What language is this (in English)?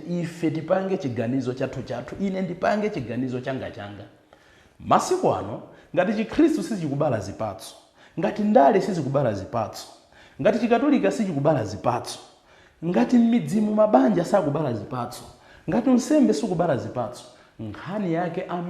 Nyanja